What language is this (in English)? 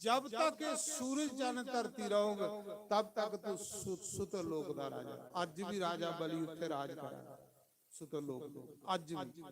Dogri